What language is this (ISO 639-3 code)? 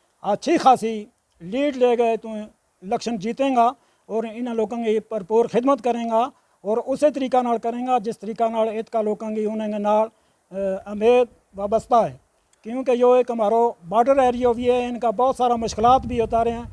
gju